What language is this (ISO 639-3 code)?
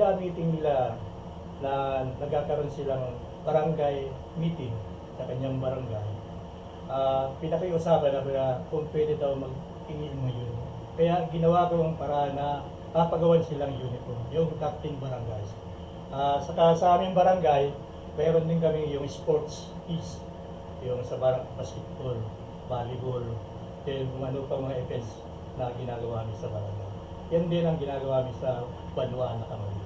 bik